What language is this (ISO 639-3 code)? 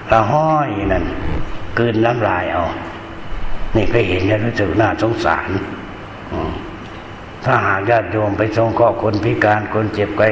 tha